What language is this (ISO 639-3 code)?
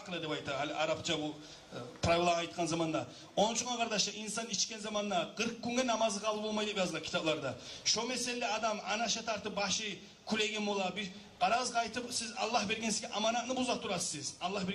kum